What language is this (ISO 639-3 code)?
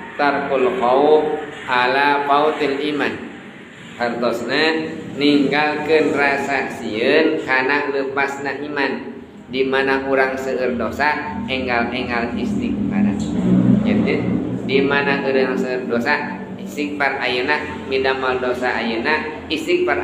sun